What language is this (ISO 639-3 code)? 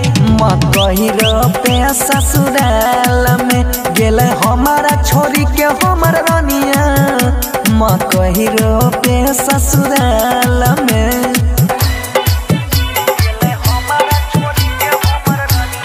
bho